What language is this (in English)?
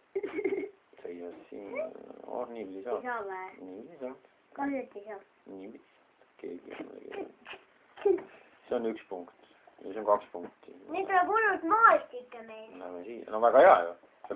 Estonian